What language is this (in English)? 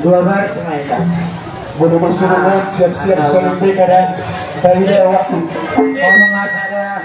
Batak Toba